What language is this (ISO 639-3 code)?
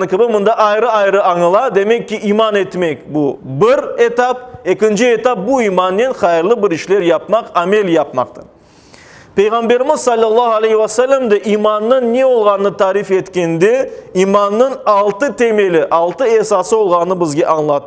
crh